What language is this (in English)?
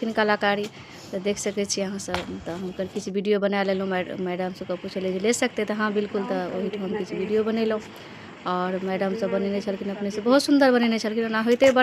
Maithili